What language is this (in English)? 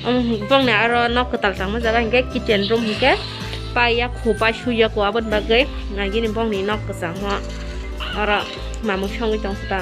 Kok Borok